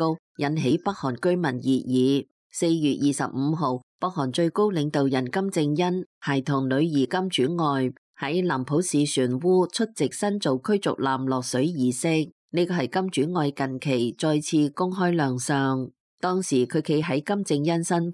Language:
Cantonese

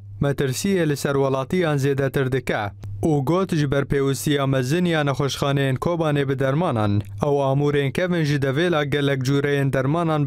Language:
Kurdish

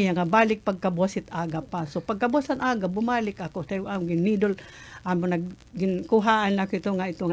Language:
Waray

